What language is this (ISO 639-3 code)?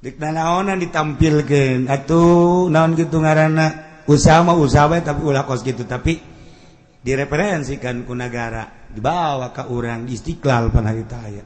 sun